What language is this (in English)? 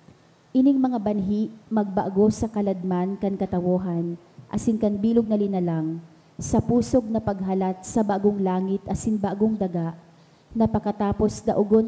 Bikol